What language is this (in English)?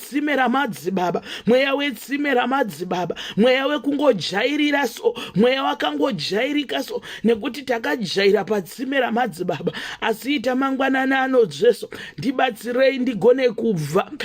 Shona